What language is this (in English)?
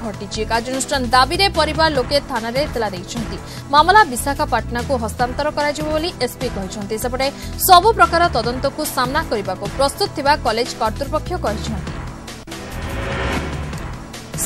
Odia